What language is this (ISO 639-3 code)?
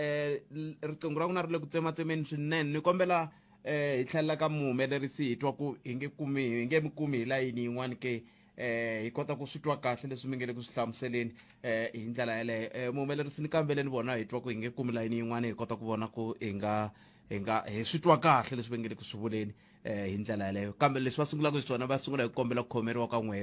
tso